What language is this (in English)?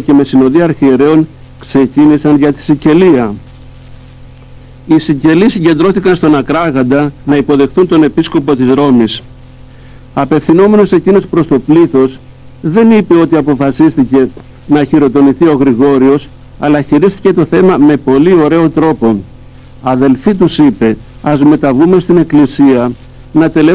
Greek